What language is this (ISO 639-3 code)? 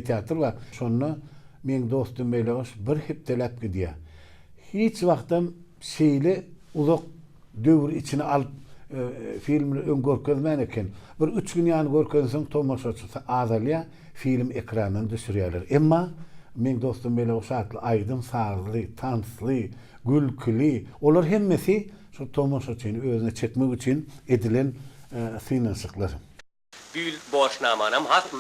tuk